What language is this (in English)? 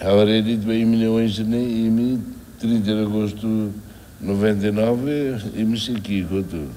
Tetum